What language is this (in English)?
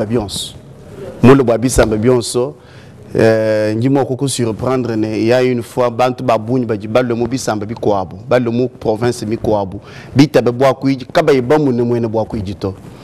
Luba-Lulua